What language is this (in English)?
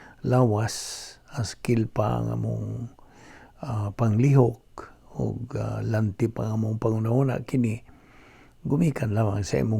Cebuano